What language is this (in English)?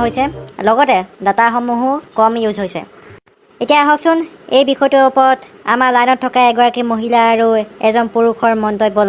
Assamese